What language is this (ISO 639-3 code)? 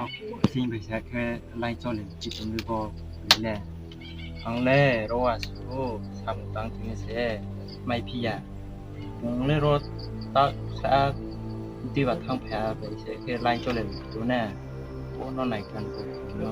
ria